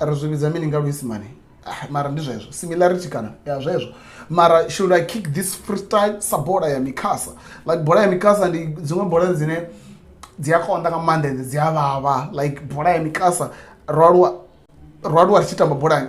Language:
Venda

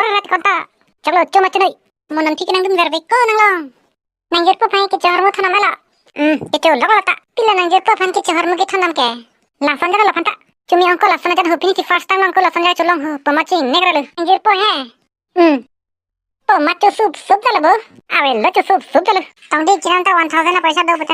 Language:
Karbi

